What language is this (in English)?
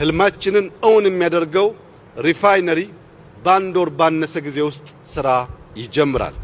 Amharic